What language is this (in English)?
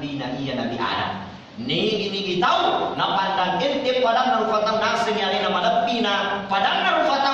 Buginese